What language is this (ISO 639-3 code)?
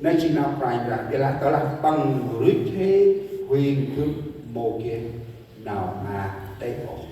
cmo